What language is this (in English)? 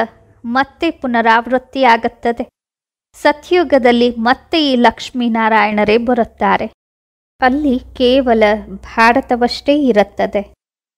Kannada